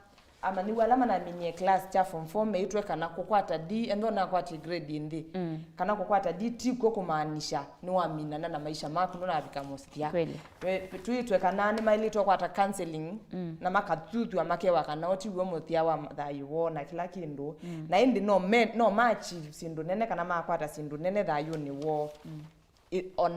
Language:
Kamba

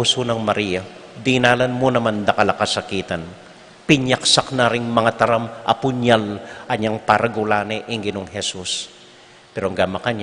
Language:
Pampanga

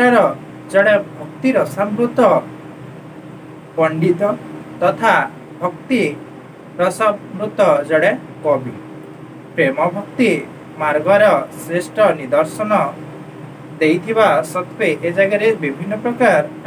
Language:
Odia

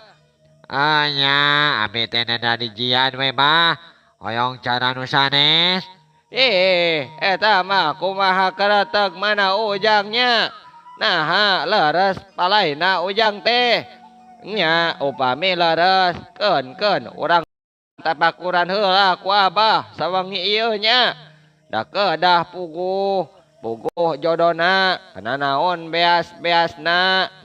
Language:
Sundanese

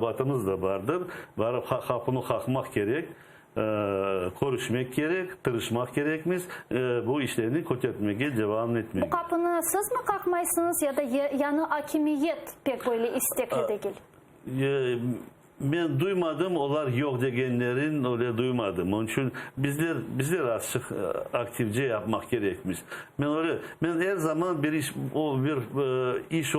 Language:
Crimean Tatar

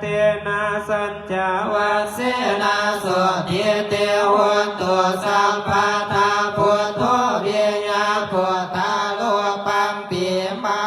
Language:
Pali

